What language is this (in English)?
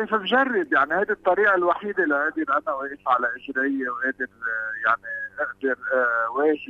North Levantine Arabic